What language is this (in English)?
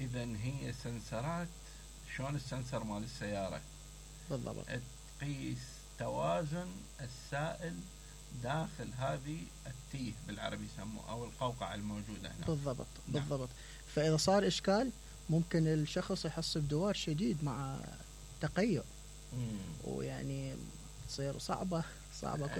Mesopotamian Arabic